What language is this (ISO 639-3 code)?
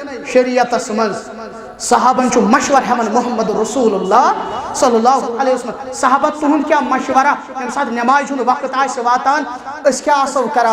kas